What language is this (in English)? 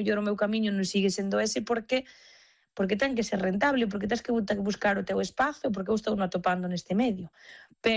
Galician